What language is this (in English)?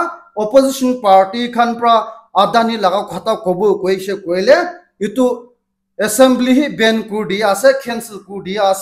Naga Pidgin